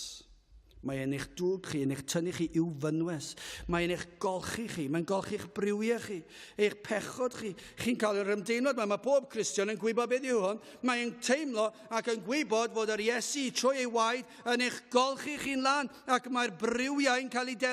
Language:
Welsh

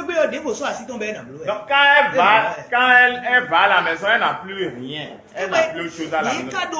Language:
Fon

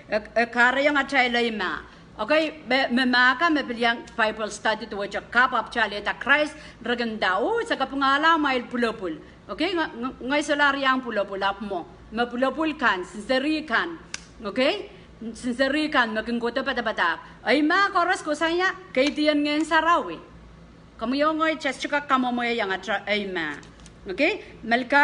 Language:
Pohnpeian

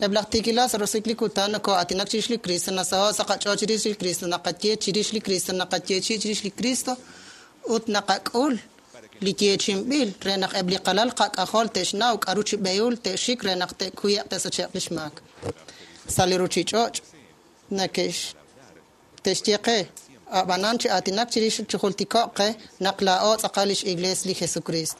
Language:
Kekchí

